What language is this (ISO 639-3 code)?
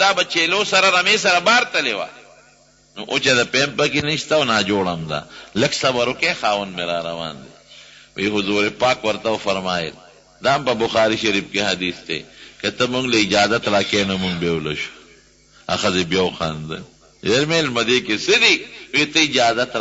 pus